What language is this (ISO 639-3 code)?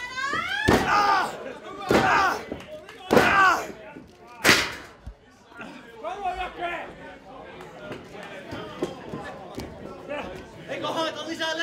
fin